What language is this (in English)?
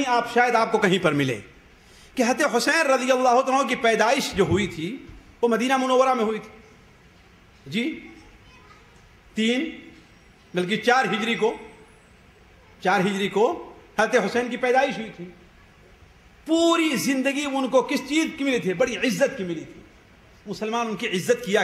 Urdu